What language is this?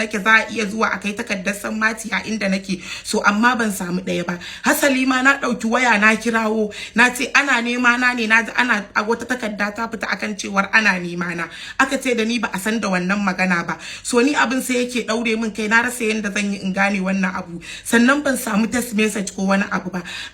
Hausa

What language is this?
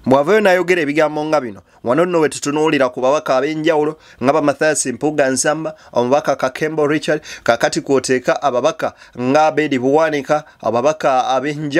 Ganda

